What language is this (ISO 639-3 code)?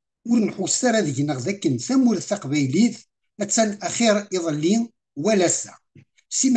kab